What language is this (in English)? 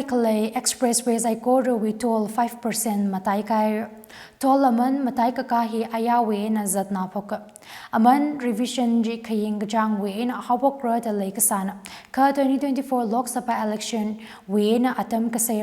Tangkhul Naga (India)